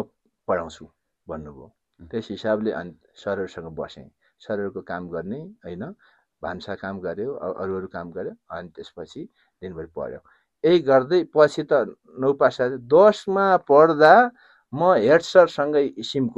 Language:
Nepali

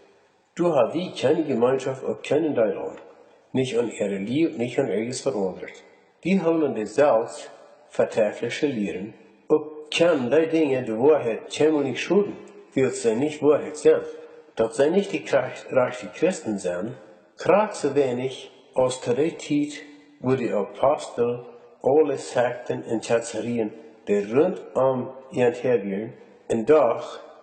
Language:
Plautdietsch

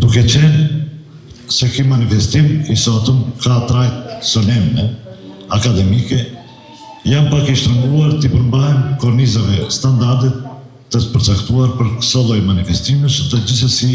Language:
Albanian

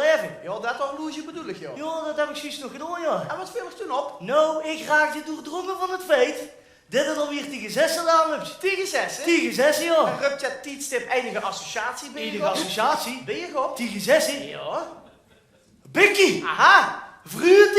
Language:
Limburgish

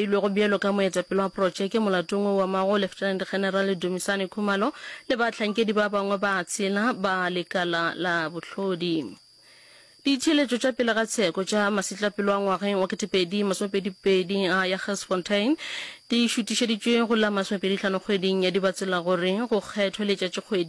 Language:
Northern Sotho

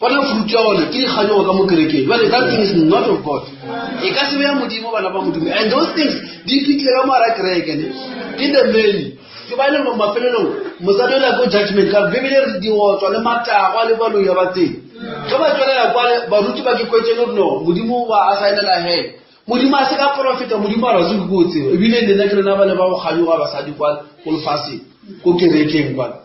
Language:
Northern Sotho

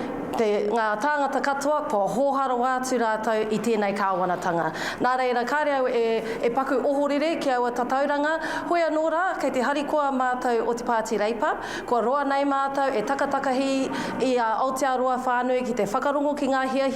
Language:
Māori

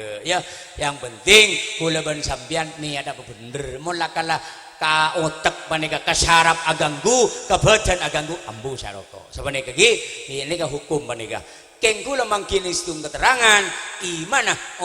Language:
Madurese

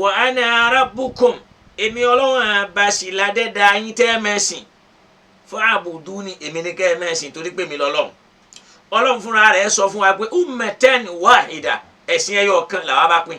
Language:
Yoruba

